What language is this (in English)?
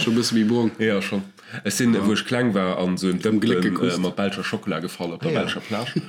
Luxembourgish